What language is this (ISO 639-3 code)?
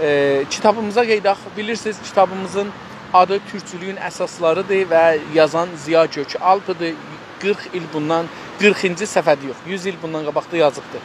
azb